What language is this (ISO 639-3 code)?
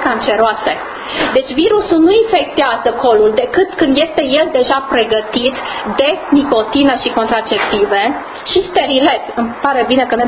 ron